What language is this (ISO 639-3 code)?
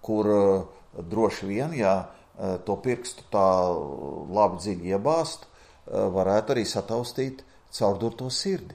lav